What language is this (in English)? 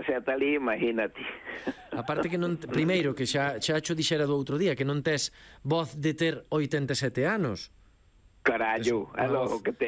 Galician